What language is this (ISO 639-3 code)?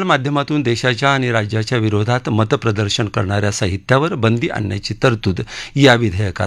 mar